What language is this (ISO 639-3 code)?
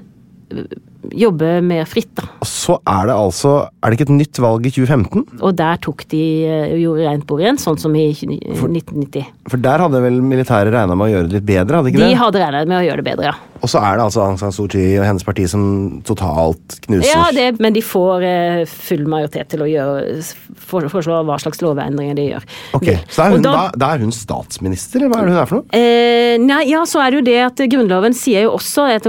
nor